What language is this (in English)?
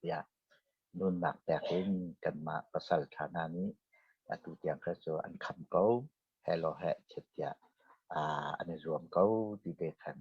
Hakha Chin